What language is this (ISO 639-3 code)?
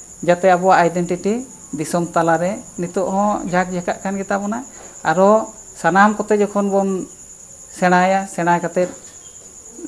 sat